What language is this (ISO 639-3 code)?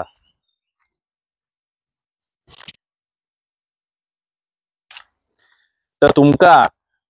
mar